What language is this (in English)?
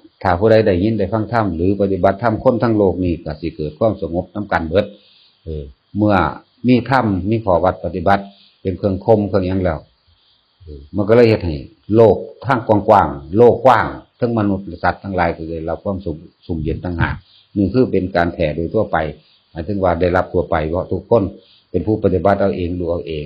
Northeastern Thai